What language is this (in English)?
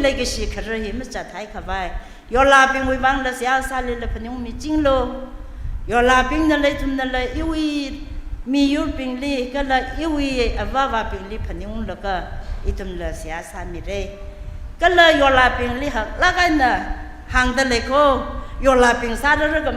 Tangkhul Naga (India)